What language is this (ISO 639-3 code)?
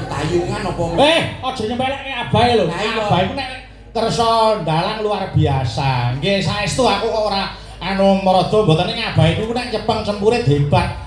jav